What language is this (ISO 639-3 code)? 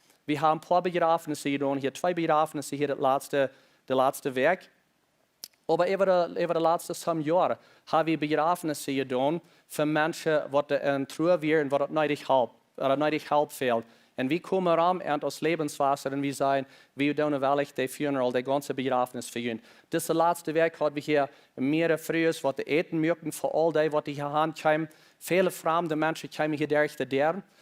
pdt